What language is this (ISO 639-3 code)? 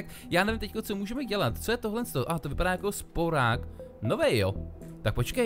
ces